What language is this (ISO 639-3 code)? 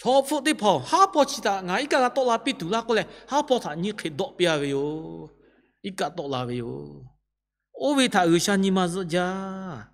lhu